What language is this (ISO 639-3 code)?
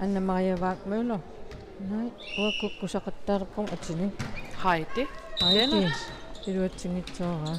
kal